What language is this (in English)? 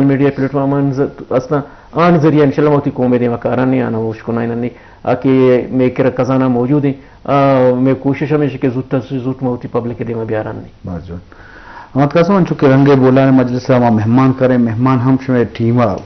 Eastern Balochi